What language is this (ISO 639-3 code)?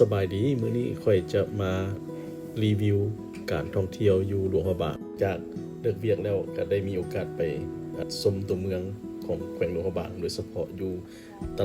lao